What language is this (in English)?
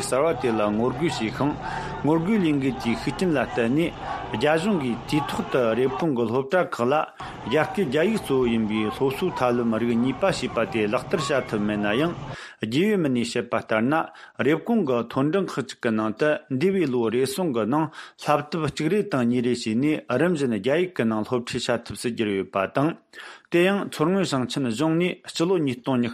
Tibetan